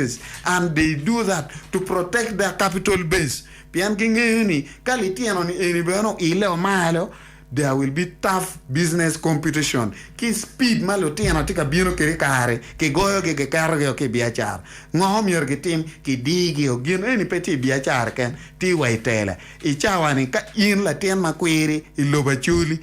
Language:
Acoli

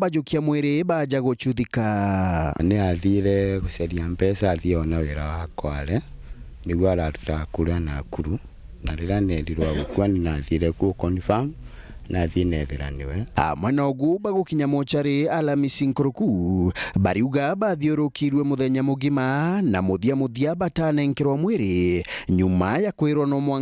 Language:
Meru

